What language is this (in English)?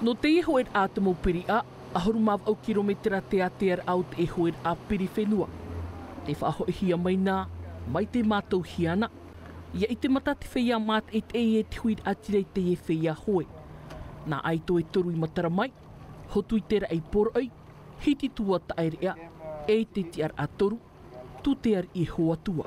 Tahitian